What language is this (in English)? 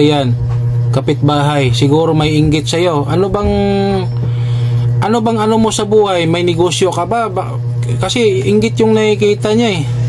Filipino